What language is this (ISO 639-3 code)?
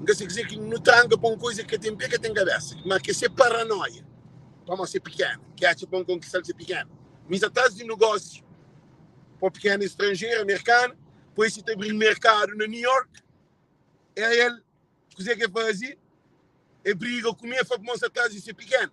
kea